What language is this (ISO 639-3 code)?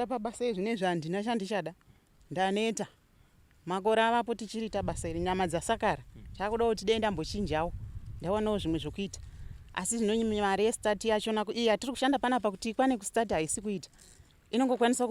sna